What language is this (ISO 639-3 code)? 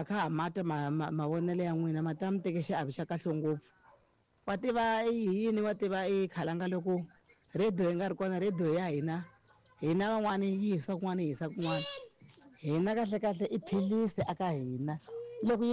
tso